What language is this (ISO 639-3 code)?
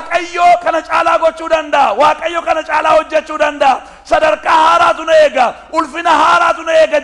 orm